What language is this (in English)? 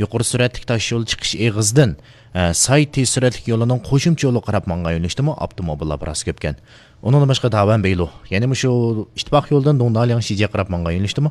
Uyghur